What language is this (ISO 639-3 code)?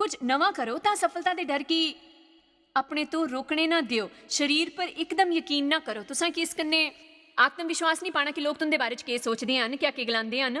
doi